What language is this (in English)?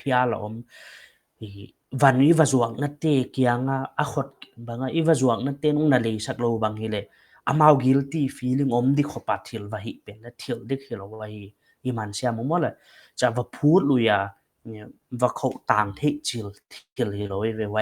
Paite Chin